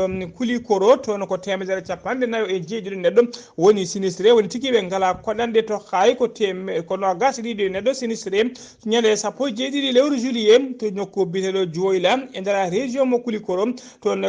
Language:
Fula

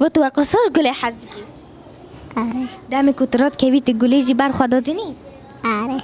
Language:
Kurdish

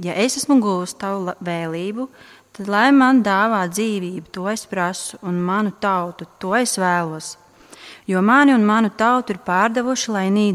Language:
Latvian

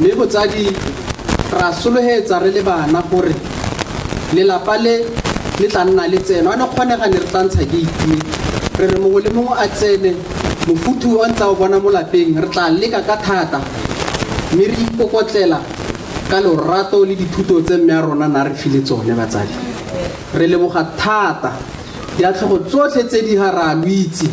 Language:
Tswana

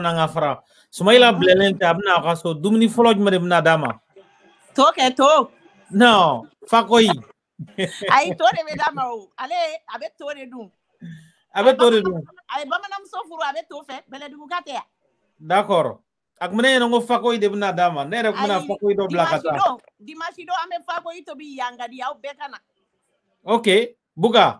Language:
French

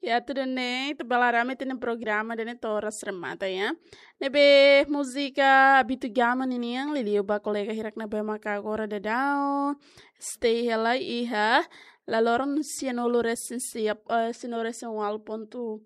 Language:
Tetum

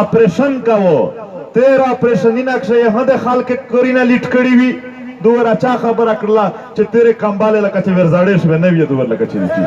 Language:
Pashto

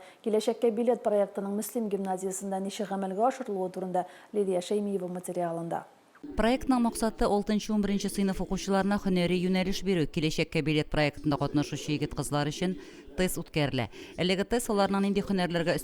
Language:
Tatar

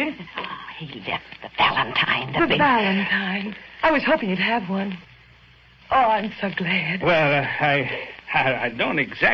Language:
English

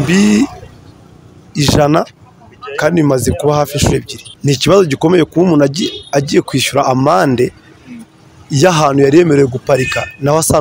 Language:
Kinyarwanda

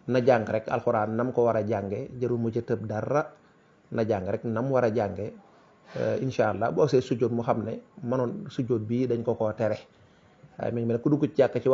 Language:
Wolof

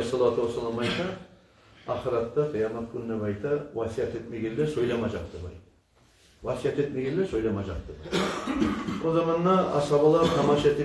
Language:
Kumyk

